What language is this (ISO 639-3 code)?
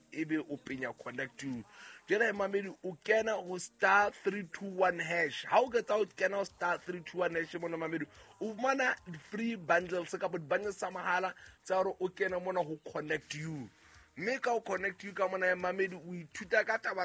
sot